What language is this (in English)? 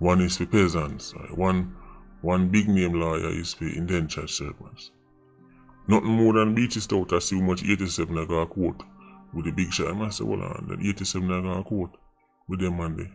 Jamaican Creole English